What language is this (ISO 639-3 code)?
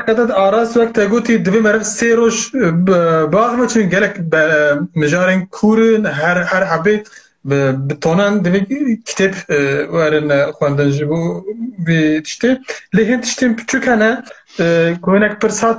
kur